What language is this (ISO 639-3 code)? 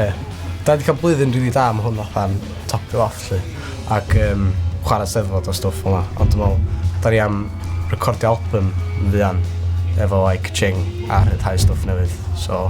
cym